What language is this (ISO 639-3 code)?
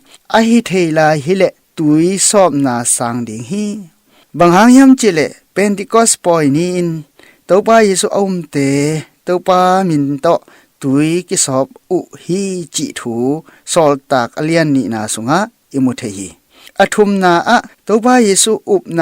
ctd